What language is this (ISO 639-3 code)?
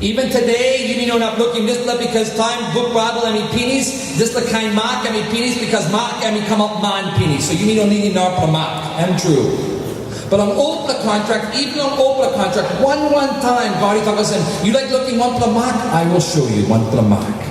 tpi